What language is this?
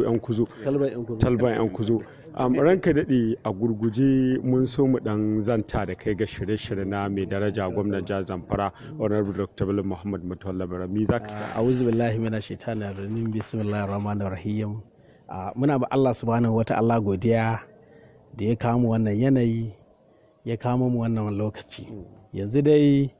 Hausa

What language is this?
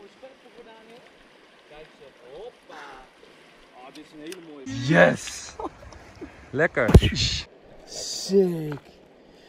Dutch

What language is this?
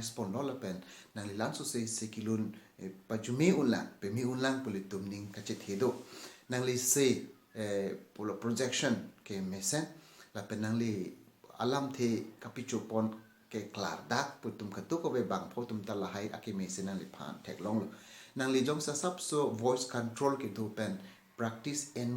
Karbi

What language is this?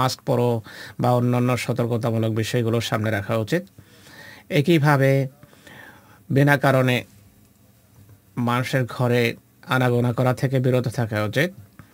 Bangla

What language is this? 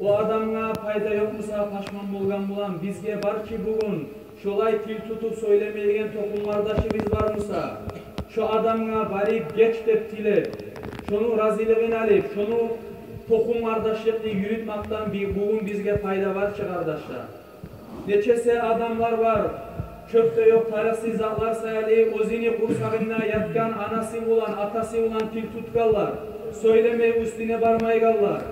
Kumyk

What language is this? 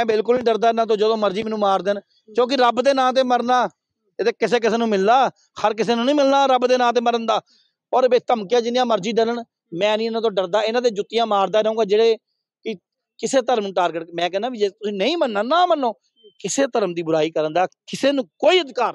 Punjabi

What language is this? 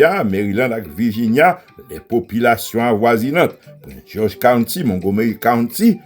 Haitian Creole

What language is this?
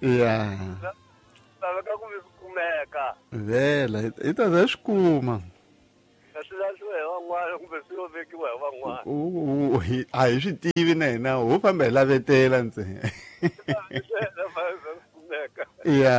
Tsonga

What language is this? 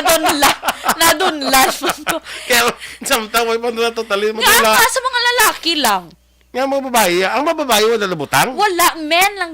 Hiligaynon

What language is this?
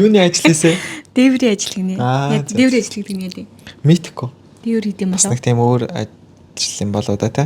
Mongolian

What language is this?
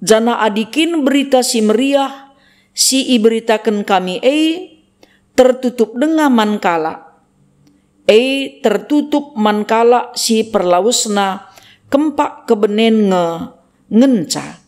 Batak Karo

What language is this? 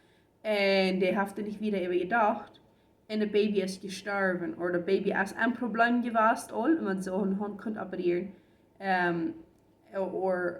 Plautdietsch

